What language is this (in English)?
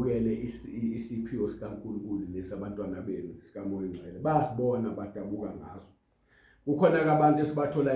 Zulu